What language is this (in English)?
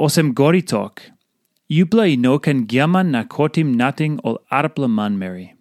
Tok Pisin